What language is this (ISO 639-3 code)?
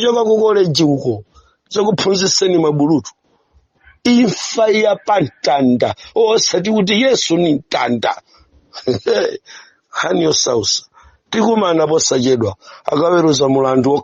nya